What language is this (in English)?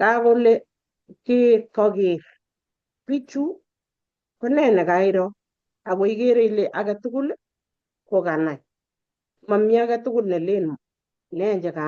Kalenjin